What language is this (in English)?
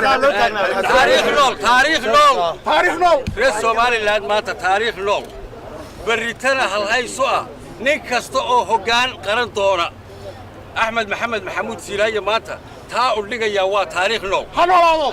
Somali